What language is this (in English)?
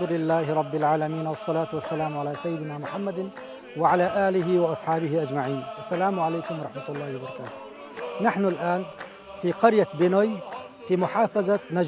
Chechen